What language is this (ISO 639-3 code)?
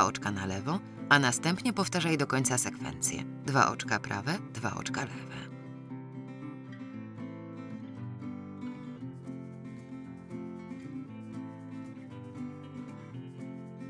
pol